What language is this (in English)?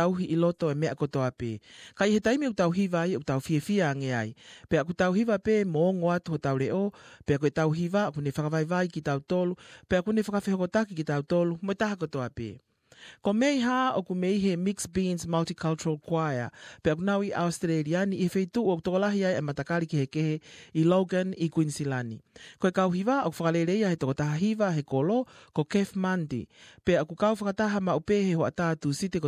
Tongan